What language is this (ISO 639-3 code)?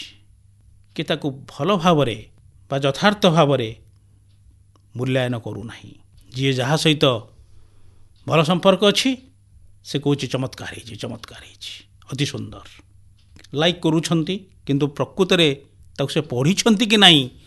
ori